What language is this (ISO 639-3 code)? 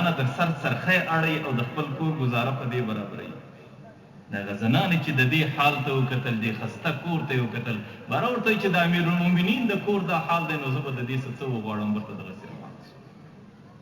pus